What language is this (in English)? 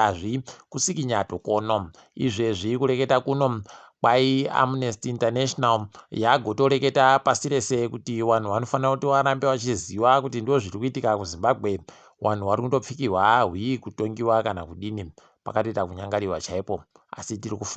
Ndau